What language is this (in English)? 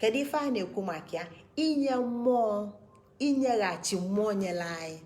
Igbo